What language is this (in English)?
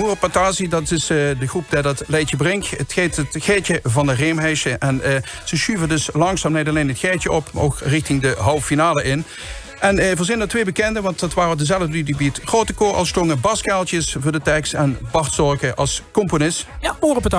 Limburgish